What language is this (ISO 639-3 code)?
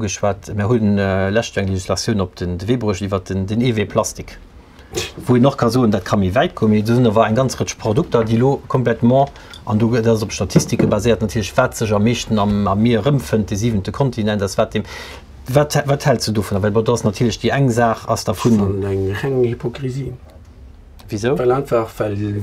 ltz